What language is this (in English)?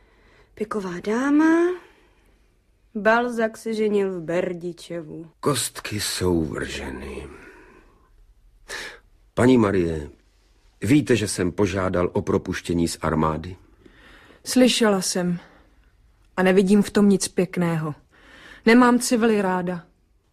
Czech